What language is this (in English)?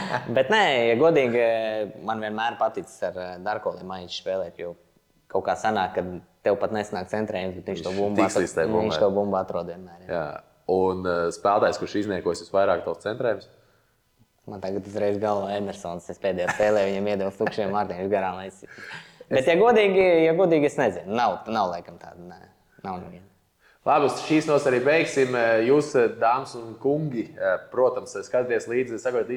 Latvian